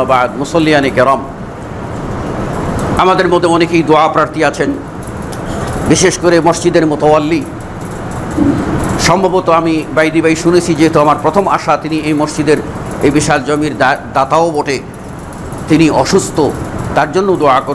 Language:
Bangla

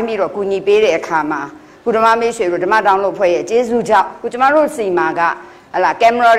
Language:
Burmese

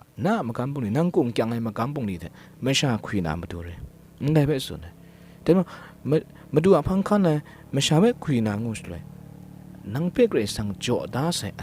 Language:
Kachin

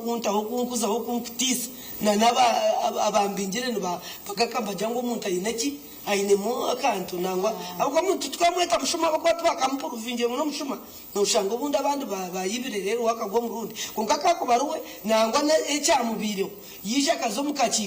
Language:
Nyankole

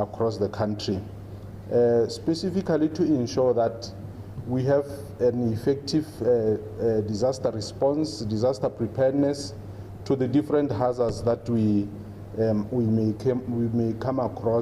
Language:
Tswana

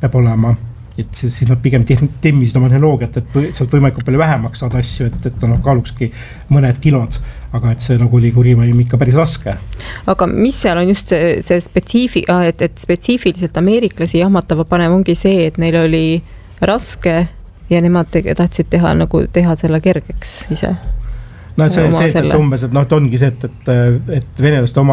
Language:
Estonian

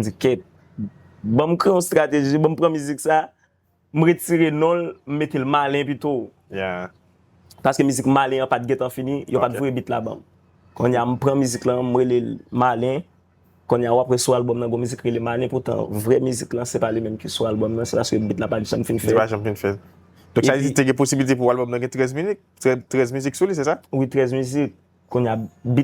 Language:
Haitian Creole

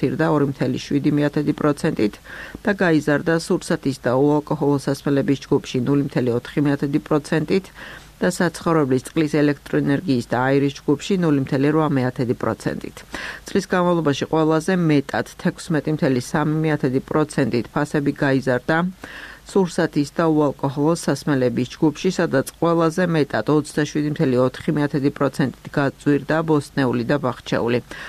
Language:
Georgian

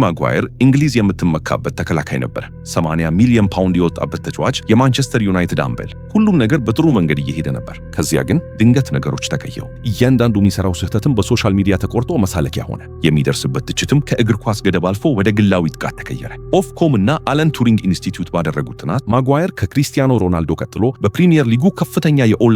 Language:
Amharic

